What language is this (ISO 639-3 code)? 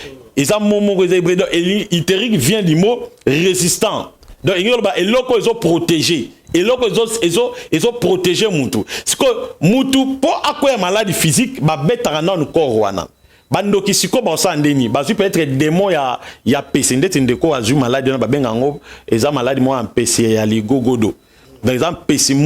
lin